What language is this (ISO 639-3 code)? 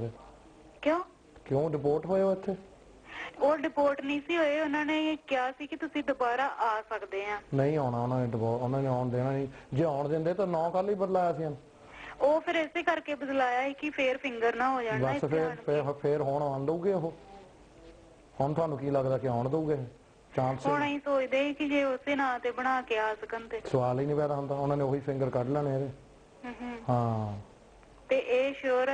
pan